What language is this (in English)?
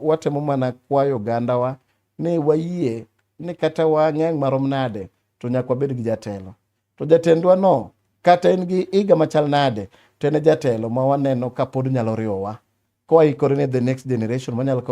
Luo (Kenya and Tanzania)